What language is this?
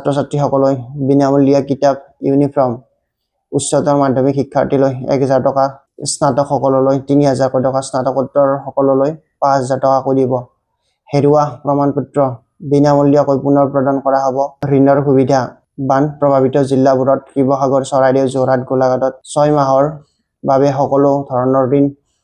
Assamese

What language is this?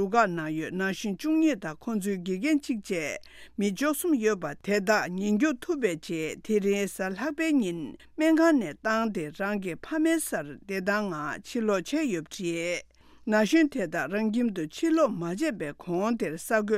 Tibetan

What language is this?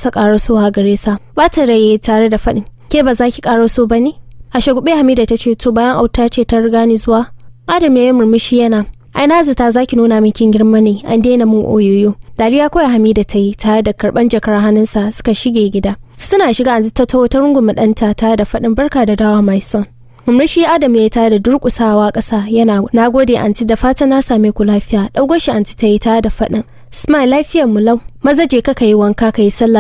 Hausa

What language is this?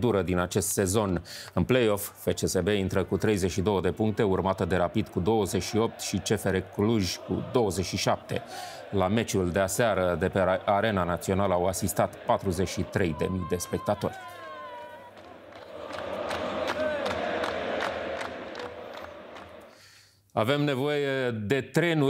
Romanian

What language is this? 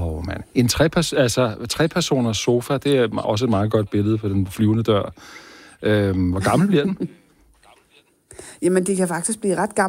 Danish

